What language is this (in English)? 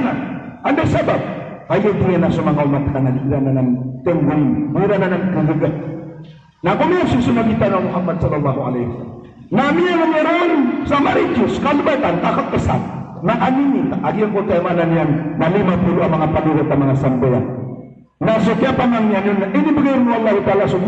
Maranao